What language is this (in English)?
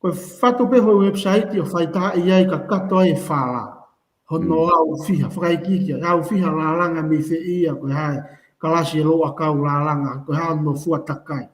Tongan